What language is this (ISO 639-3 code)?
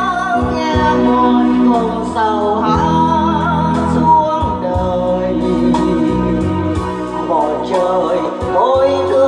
vie